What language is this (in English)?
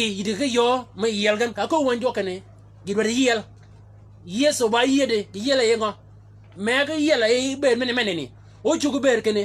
Shilluk